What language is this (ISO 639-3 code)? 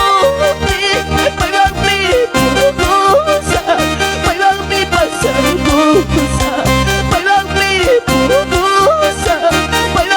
quy